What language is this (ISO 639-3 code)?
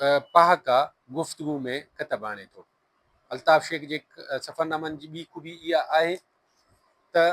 snd